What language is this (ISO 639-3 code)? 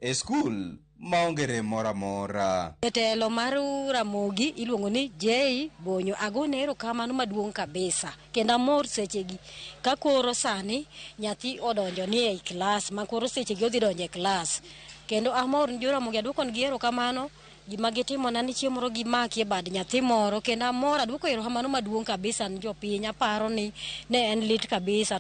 luo